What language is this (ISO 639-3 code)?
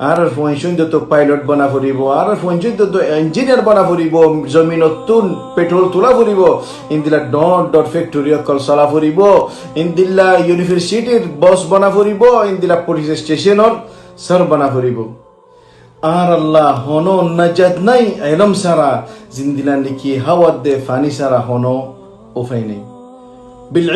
rhg